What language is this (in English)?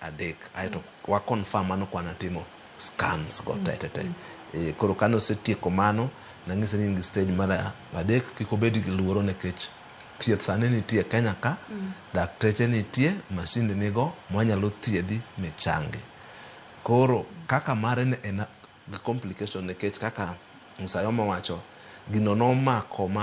Luo (Kenya and Tanzania)